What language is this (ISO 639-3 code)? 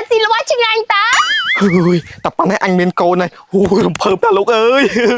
khm